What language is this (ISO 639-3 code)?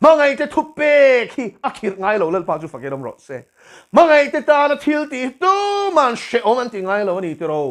lus